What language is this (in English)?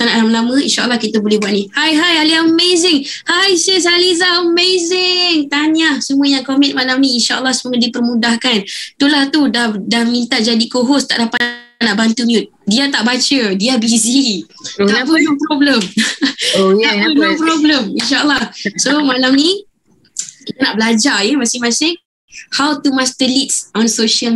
Malay